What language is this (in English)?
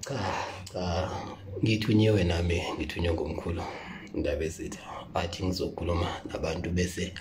Zulu